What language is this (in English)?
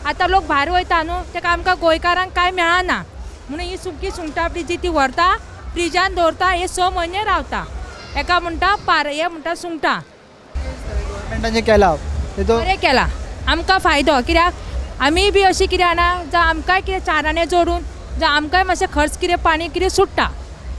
Konkani